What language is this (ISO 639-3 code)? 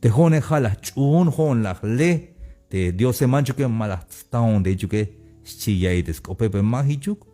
tzh